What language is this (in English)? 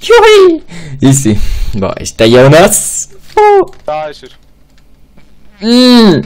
Swiss German